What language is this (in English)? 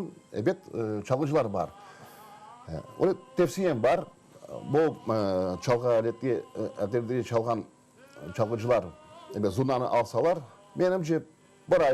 Crimean Tatar